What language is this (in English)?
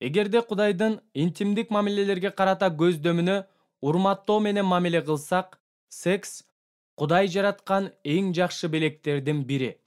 Kyrgyz